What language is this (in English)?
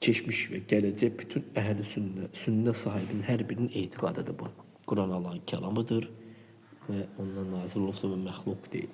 Azerbaijani